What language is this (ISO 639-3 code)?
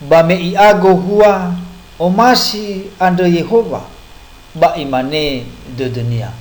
nia